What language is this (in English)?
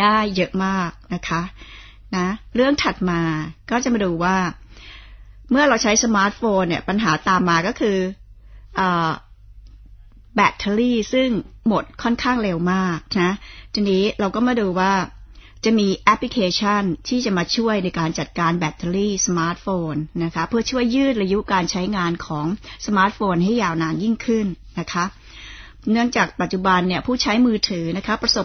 Thai